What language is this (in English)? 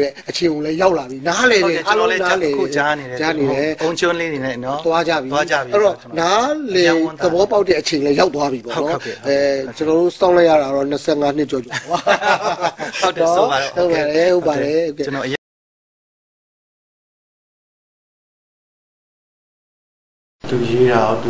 Burmese